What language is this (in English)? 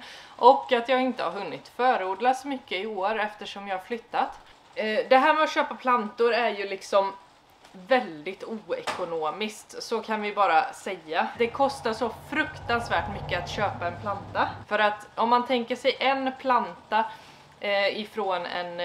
Swedish